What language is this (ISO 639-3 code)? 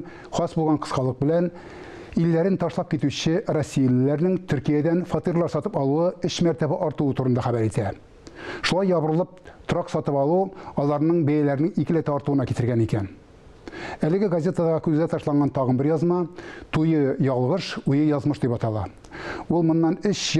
tat